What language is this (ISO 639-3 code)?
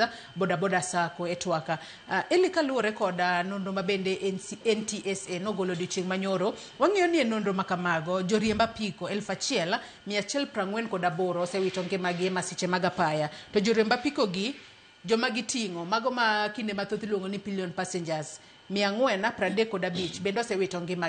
luo